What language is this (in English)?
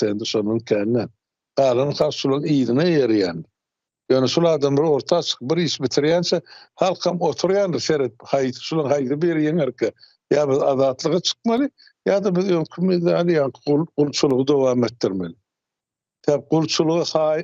Turkmen